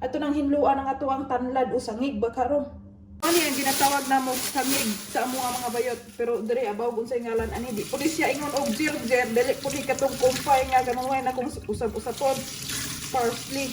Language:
Cebuano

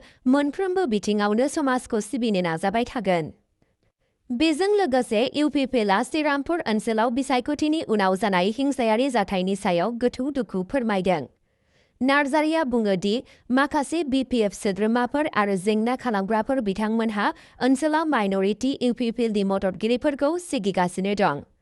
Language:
Bodo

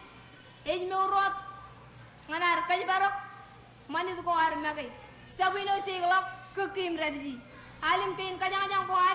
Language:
Marshallese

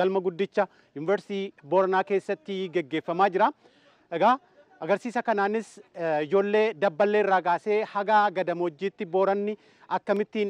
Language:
Oromo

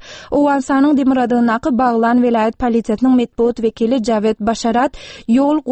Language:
Turkmen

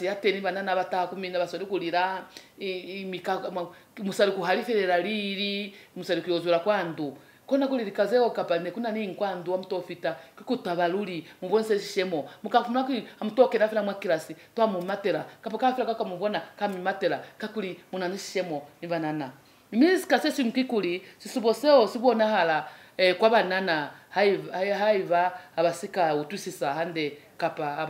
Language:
Lozi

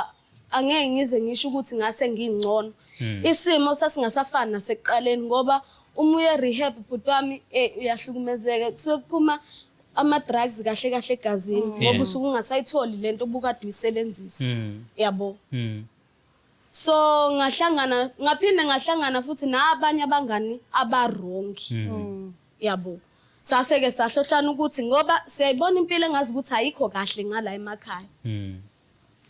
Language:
Zulu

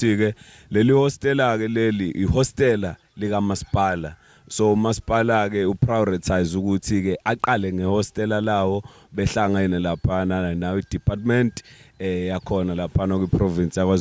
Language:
Zulu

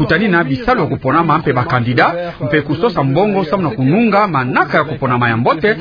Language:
Kituba (Democratic Republic of Congo)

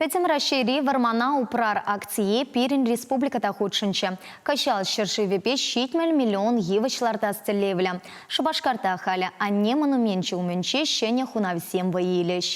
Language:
Chuvash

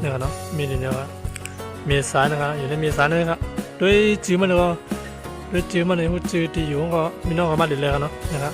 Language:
Shan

